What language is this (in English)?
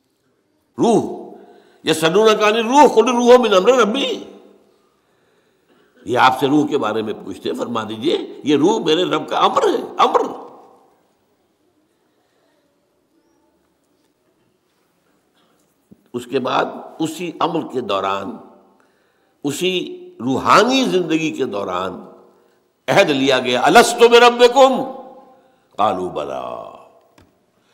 Urdu